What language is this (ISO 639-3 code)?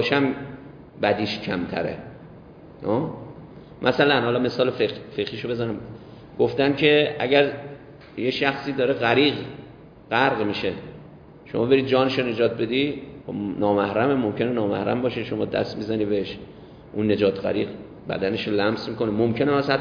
fas